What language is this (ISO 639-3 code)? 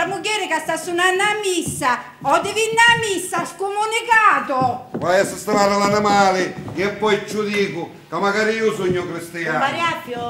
scn